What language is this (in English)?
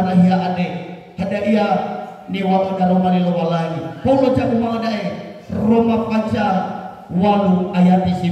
Nias